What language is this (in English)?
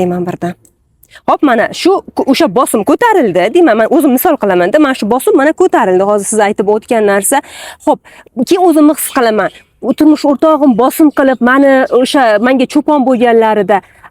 Uzbek